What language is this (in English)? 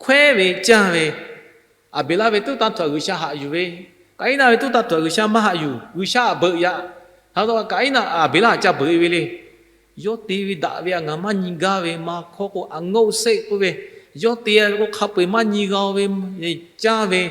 Lahu